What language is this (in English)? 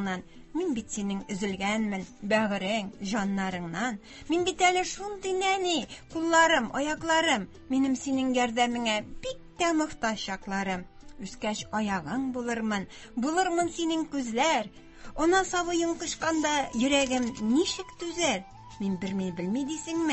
Tatar